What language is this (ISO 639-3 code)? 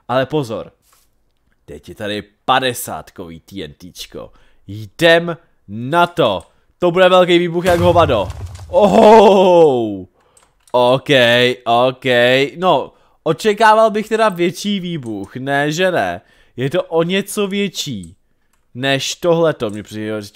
ces